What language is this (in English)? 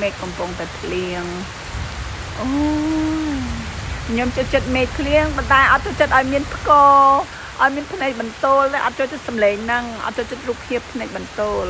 Khmer